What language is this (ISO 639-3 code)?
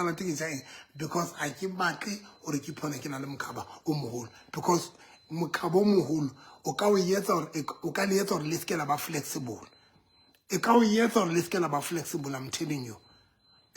sot